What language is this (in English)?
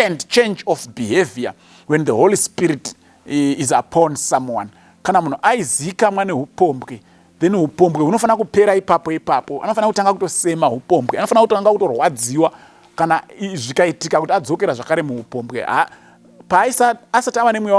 Shona